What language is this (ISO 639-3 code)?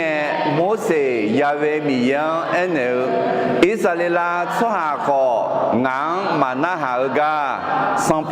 ahk